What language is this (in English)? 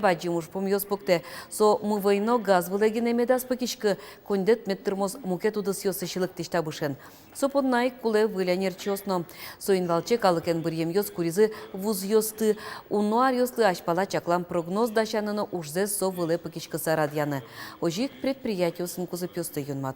Udmurt